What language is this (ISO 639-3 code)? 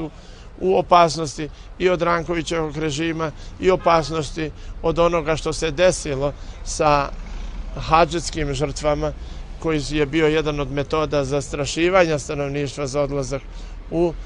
bos